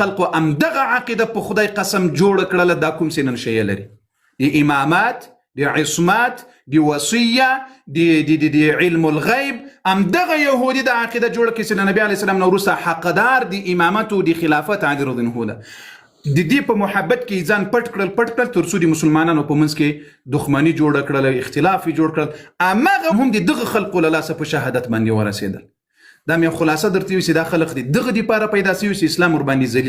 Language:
Pashto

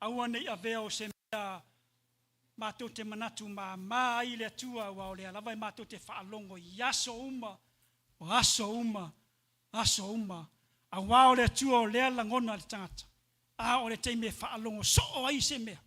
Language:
Samoan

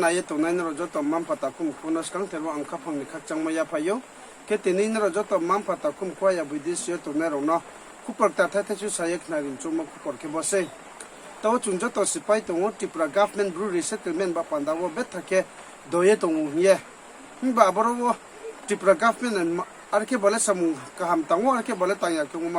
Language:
Riang (India)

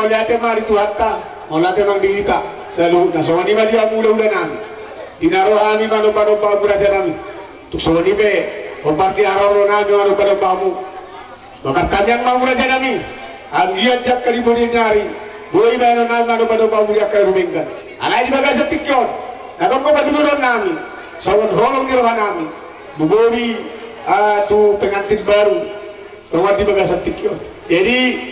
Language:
Batak Toba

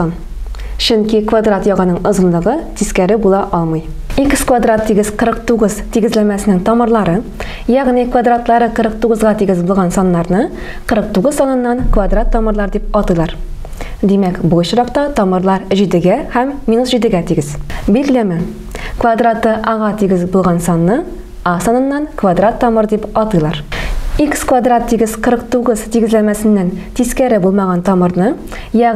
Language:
Tatar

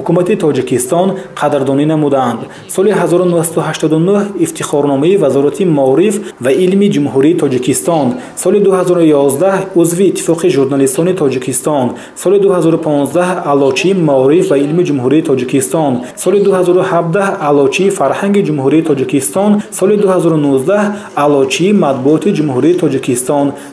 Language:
Tajik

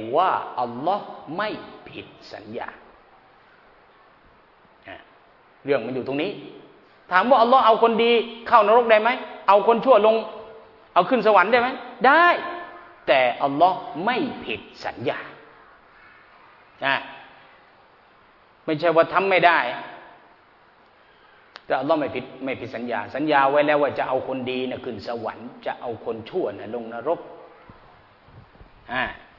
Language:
Thai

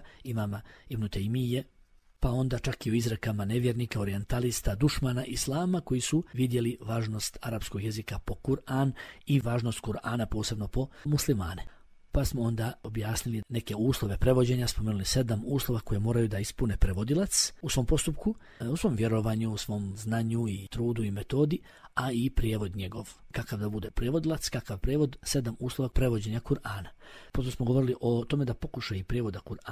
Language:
Bosnian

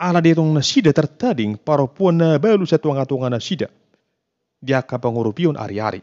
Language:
Batak Toba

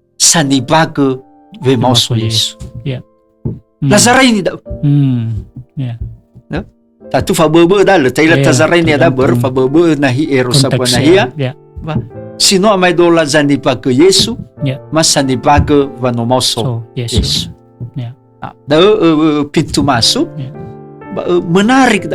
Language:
Nias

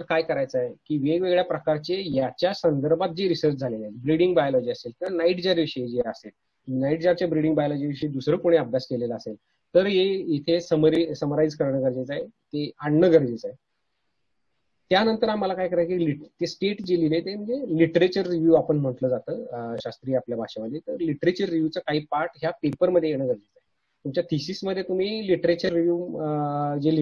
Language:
Marathi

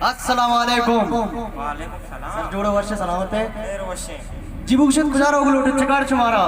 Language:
Baluchi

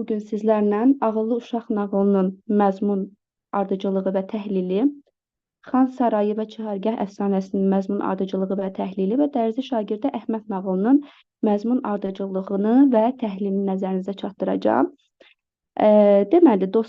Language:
Azerbaijani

